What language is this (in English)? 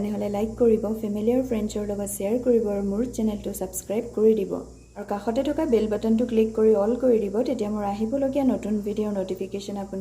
Assamese